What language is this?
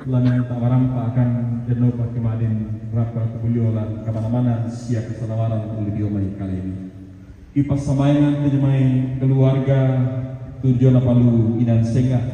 Toraja-Sa'dan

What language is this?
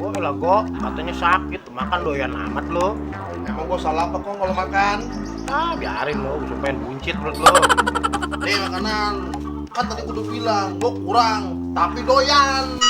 Betawi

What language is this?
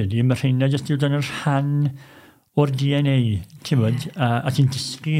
Welsh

